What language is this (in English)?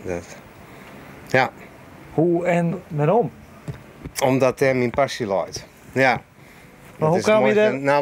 Western Frisian